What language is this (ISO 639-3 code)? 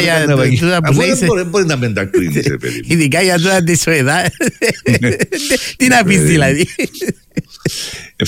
ell